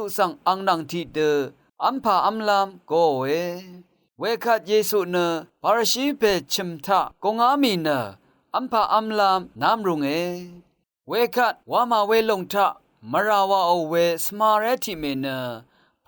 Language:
Rawang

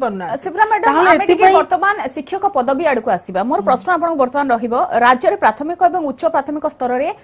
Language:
Odia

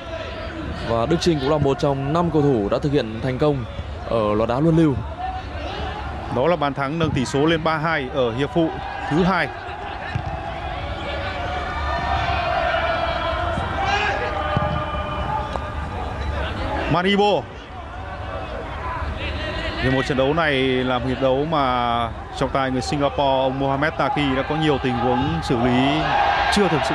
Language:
Vietnamese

